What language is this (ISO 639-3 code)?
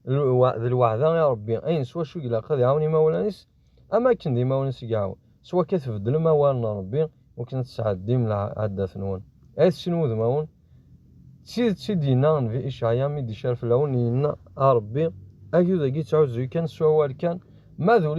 kab